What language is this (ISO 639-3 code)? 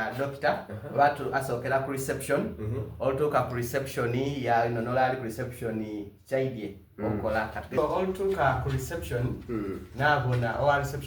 xog